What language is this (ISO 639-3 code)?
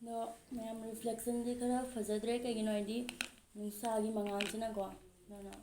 mni